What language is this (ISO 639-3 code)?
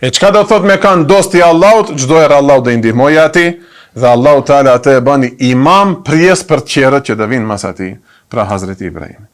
sqi